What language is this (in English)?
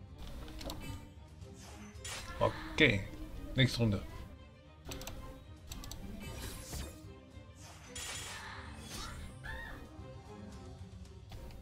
German